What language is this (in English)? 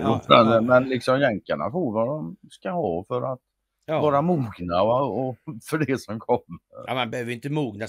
Swedish